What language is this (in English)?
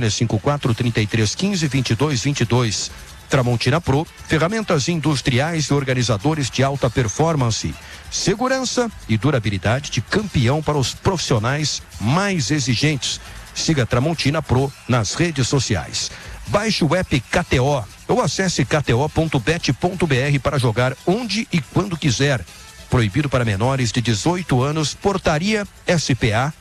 Portuguese